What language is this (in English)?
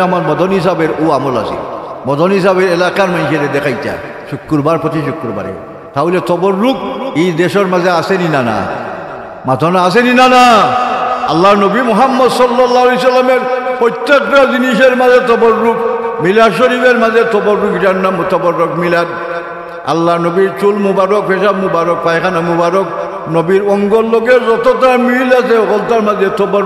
Sylheti